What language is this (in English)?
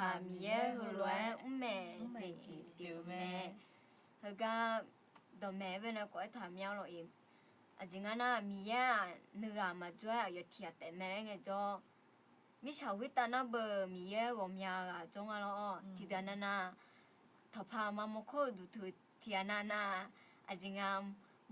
Akha